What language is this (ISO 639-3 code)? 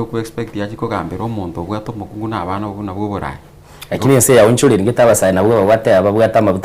guz